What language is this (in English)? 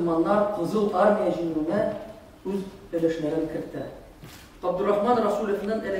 Tatar